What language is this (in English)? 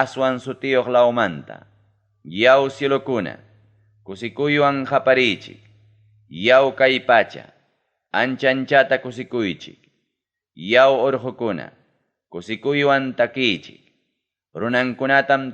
Ayacucho Quechua